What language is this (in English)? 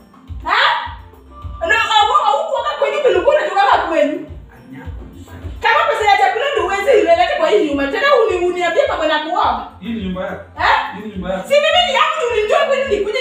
Swahili